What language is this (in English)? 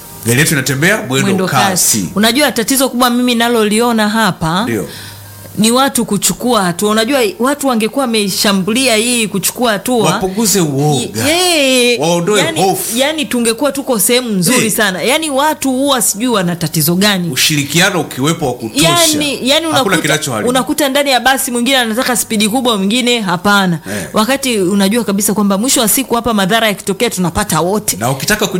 Swahili